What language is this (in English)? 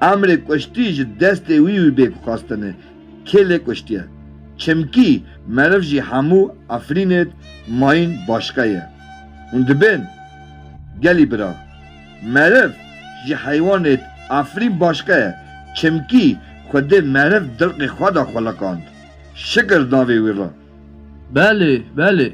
Kurdish